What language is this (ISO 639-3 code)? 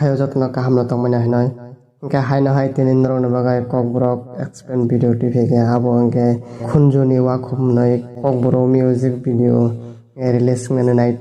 trp